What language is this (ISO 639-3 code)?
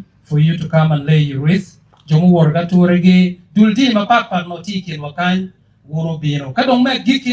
ach